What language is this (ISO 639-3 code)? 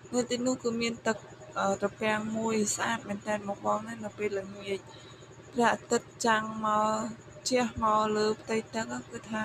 khm